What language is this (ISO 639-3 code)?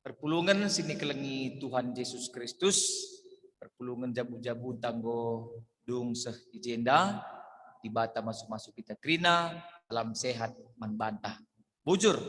btx